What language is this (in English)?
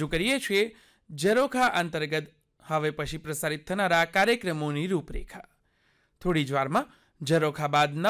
Gujarati